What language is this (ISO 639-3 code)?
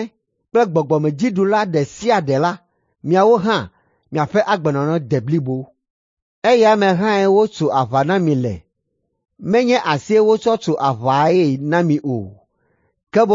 ewe